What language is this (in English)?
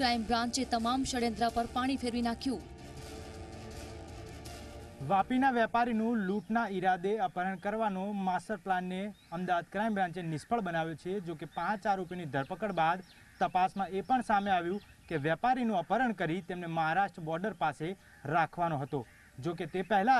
Gujarati